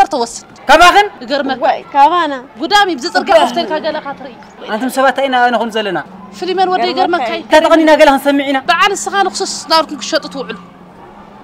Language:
Tigrinya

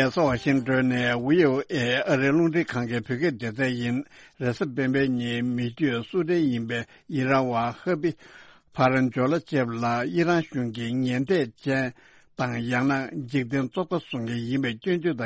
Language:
Tibetan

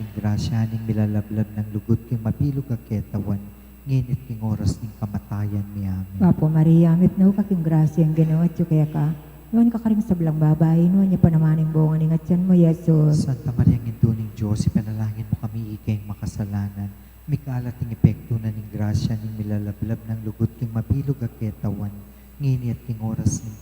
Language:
Pampanga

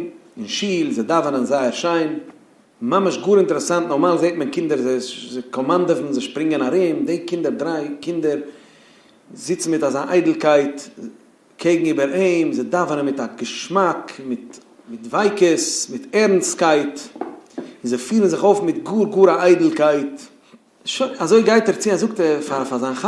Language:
Yiddish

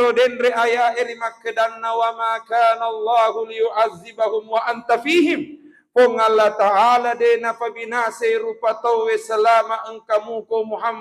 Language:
Buginese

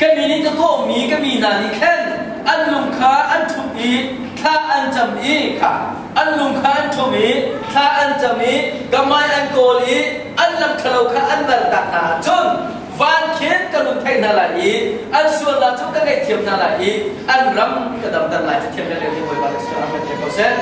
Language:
Hakha Chin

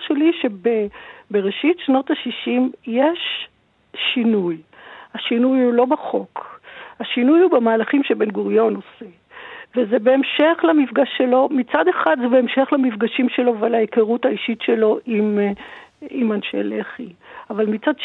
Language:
Hebrew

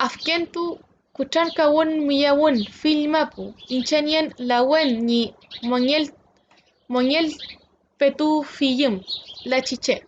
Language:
Mapuche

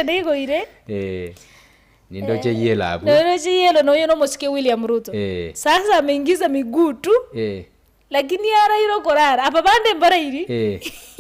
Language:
Gusii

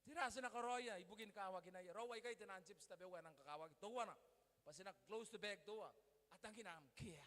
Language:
Gilbertese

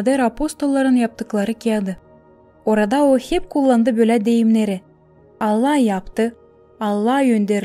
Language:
Gagauz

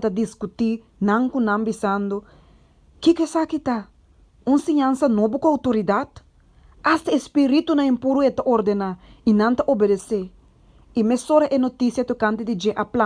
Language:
Papiamento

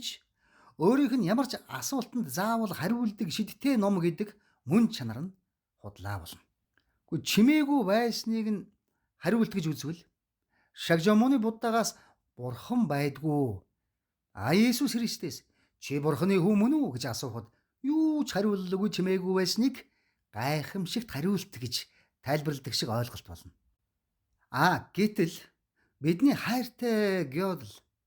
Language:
Mongolian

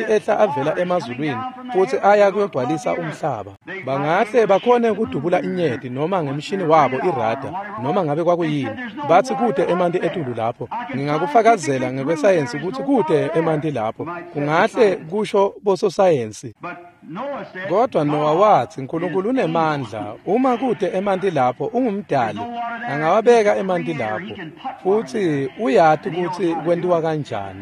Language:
Swati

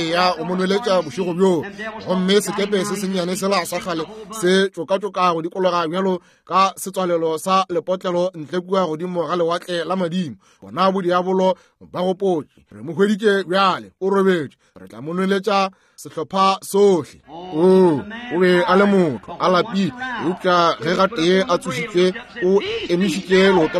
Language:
Northern Sotho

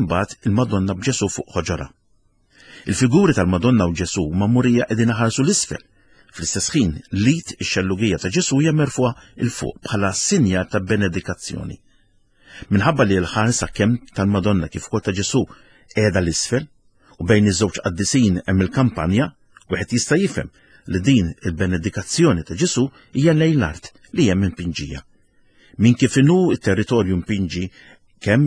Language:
Maltese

